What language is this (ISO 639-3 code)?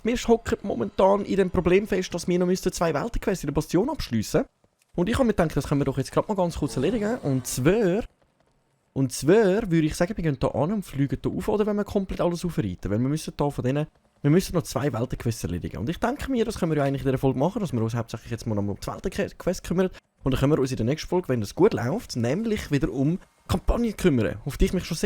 gsw